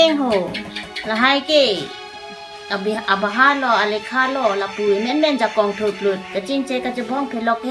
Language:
Karbi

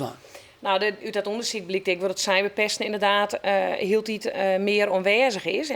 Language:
Western Frisian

